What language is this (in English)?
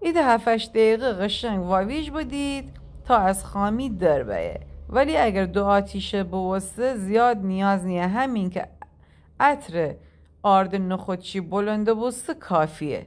Gilaki